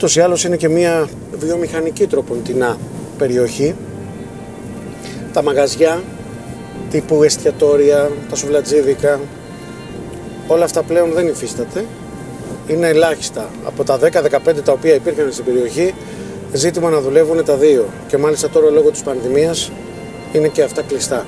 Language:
Greek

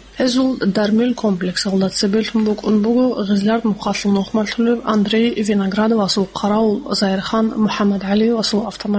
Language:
Avaric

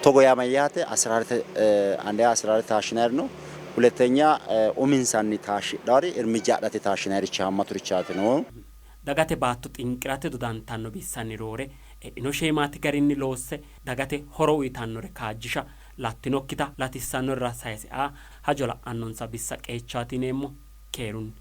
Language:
Sidamo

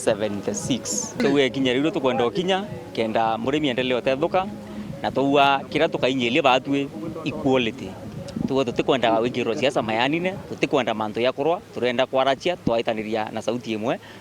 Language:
Meru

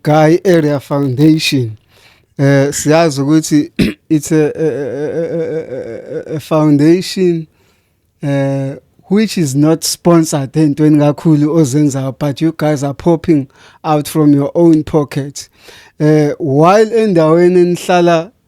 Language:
Zulu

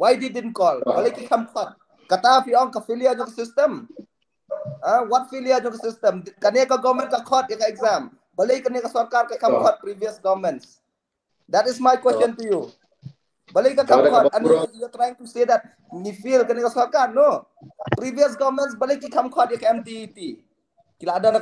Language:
Khasi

